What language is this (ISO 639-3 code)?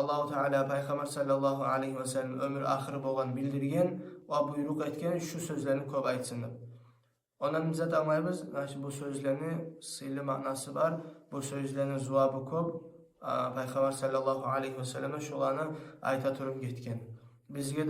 kum